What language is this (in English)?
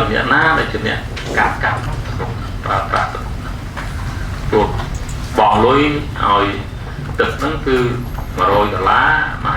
Khmer